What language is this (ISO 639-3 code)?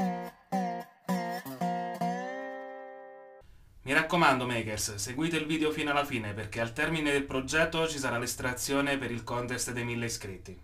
ita